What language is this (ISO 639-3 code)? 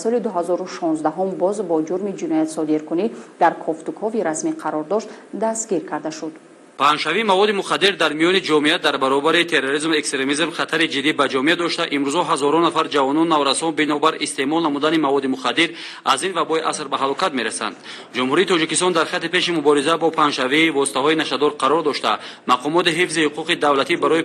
tgk